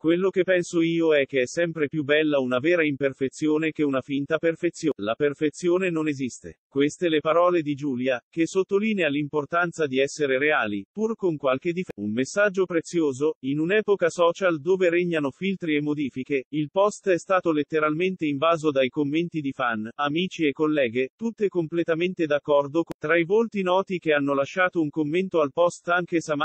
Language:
Italian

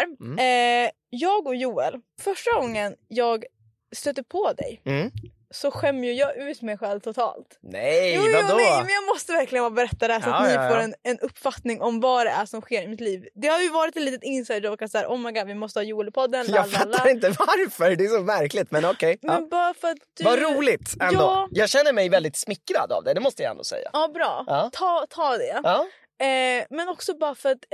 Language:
Swedish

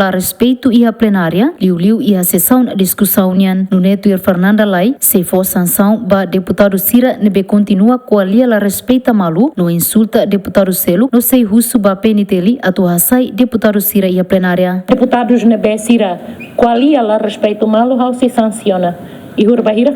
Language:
Tetum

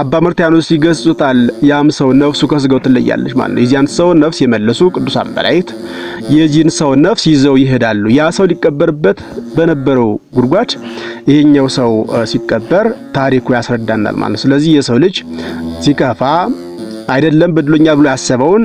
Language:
Amharic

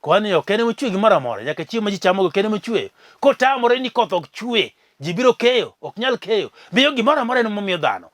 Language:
Luo (Kenya and Tanzania)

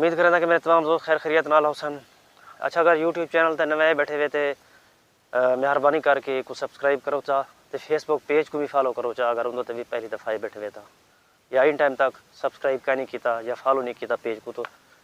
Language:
Saraiki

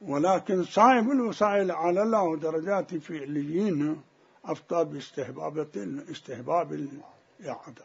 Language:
Mesopotamian Arabic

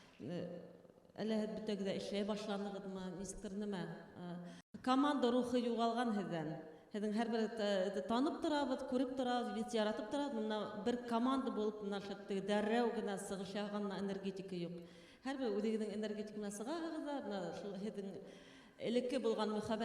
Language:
Bashkir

